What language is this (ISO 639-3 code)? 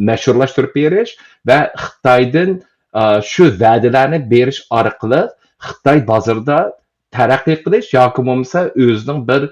uig